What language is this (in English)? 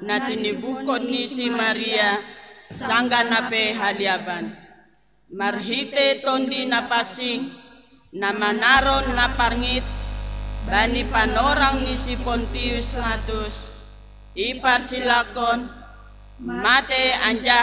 Batak Simalungun